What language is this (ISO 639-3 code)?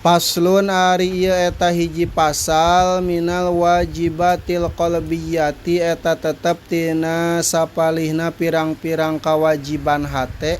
sun